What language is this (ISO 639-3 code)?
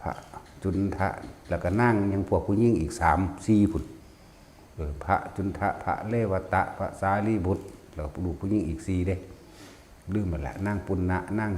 tts